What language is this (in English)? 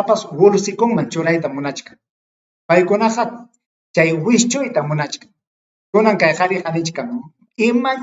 Ayacucho Quechua